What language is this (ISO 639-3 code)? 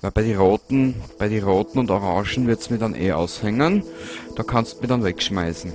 bar